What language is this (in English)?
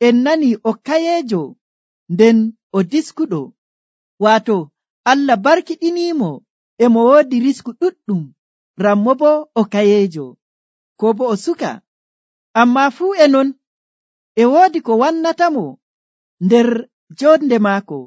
Nigerian Fulfulde